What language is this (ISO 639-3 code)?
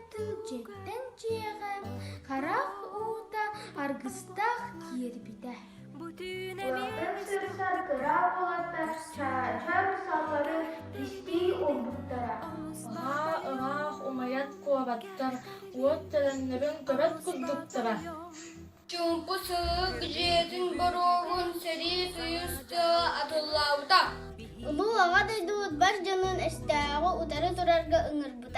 sah